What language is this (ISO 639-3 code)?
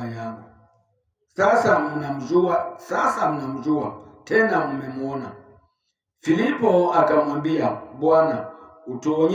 swa